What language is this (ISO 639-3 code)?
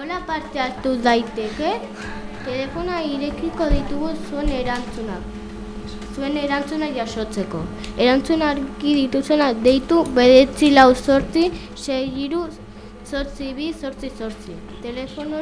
eus